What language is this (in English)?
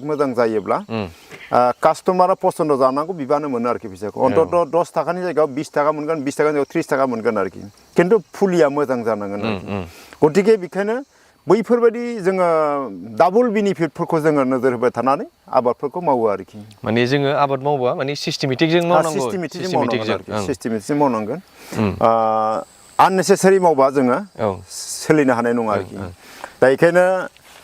Bodo